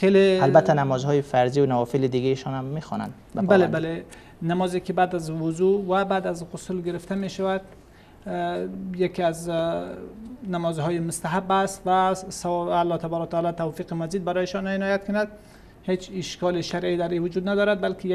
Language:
Persian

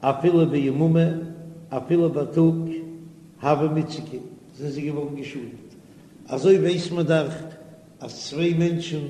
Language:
Yiddish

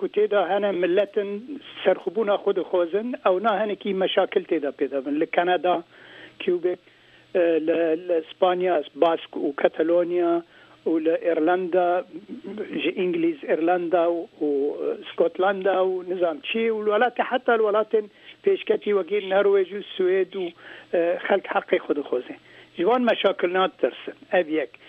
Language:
Kurdish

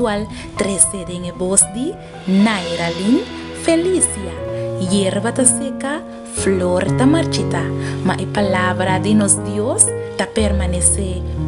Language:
Papiamento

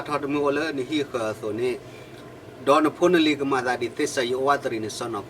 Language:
S'gaw Karen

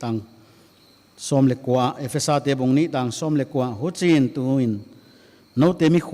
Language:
Paite Chin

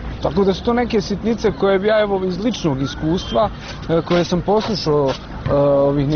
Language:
Bosnian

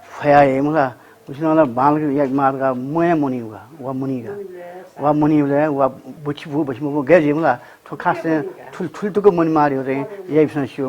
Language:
Newari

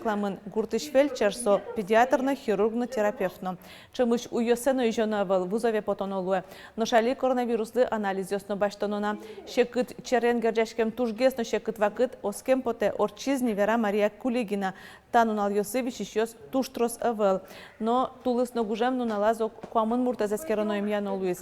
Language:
Udmurt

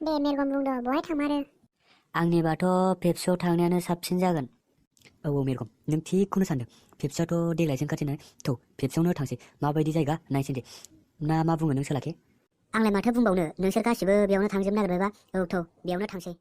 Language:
Bodo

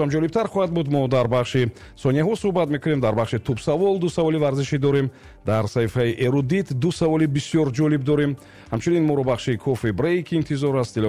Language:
Tajik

